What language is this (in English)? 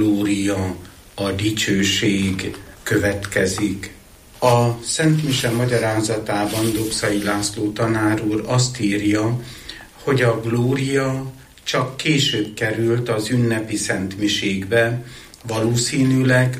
Hungarian